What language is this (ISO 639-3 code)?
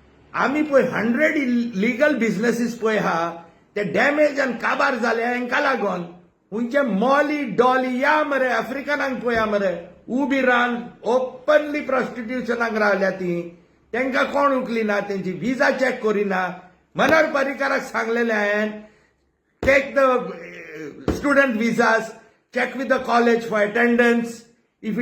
kok